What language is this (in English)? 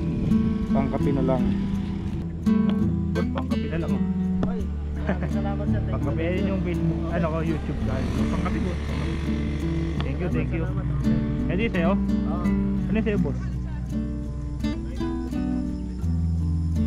Filipino